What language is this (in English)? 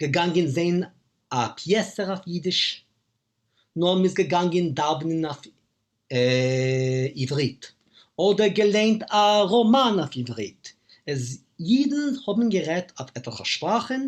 Yiddish